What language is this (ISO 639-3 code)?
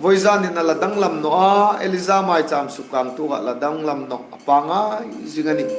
hmr